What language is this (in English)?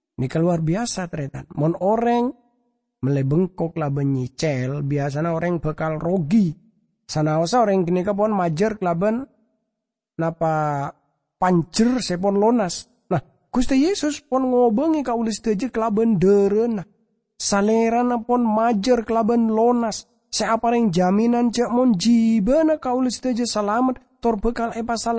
Madurese